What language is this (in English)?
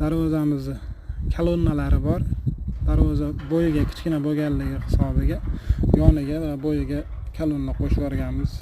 Uzbek